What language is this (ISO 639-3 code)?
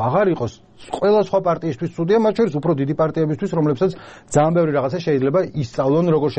kat